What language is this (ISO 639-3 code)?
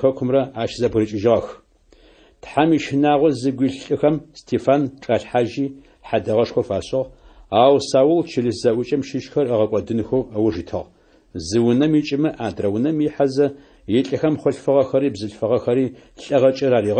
ady